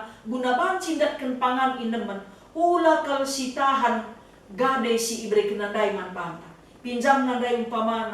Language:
Batak Karo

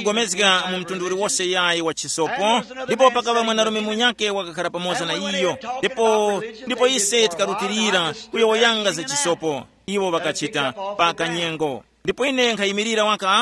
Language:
Tumbuka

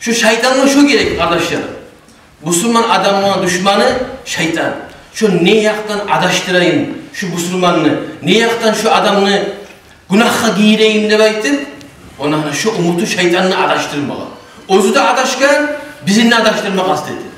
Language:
Kumyk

